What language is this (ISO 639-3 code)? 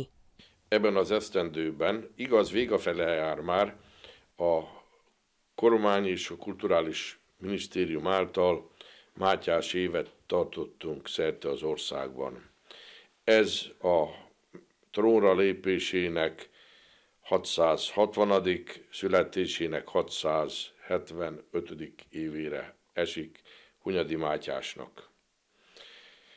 hun